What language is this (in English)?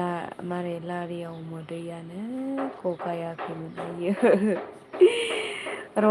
Bodo